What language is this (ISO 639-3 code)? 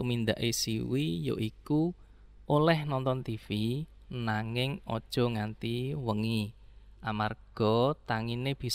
jav